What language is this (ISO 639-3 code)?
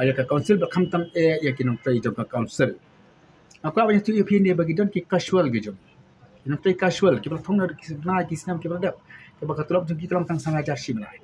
kha